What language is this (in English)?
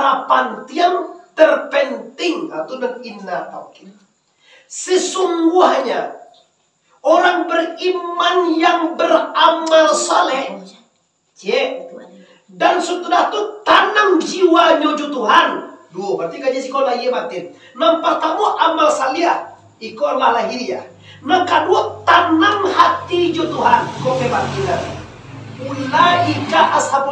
Minangkabau